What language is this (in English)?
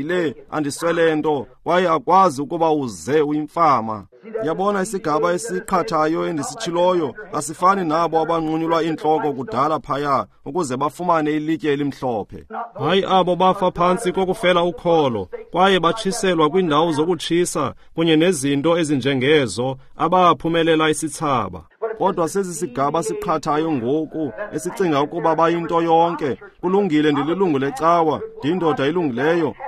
Xhosa